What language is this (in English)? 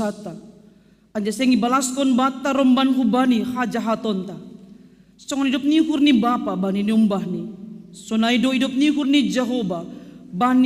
Batak Simalungun